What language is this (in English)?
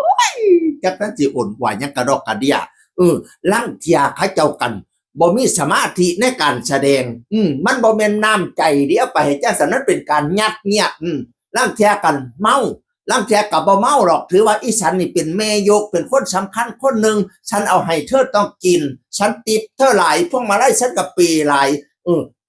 Northeastern Thai